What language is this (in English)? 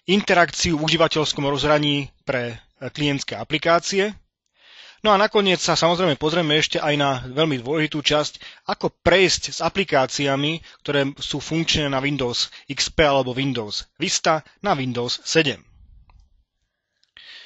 Slovak